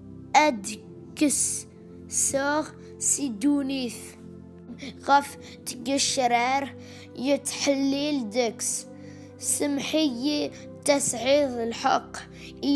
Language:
Kabyle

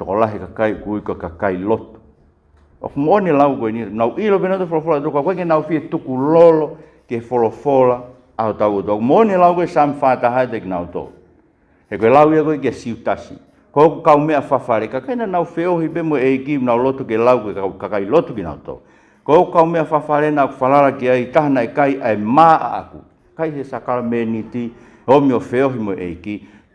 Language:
Tongan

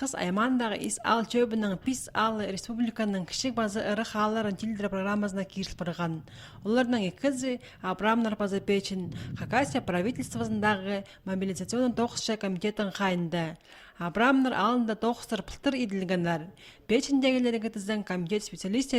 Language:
Khakas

